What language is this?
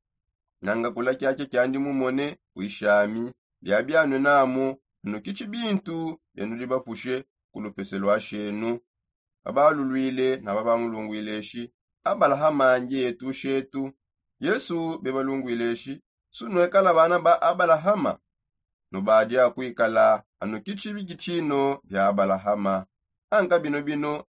Songe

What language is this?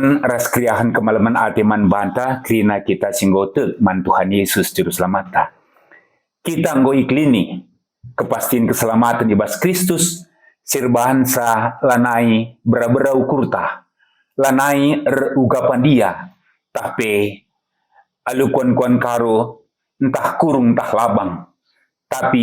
Batak Karo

